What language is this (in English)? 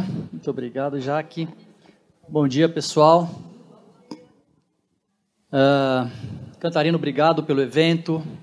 Portuguese